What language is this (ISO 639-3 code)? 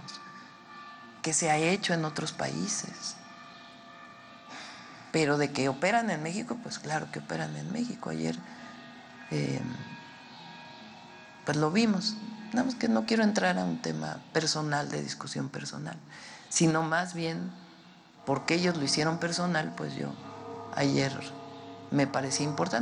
spa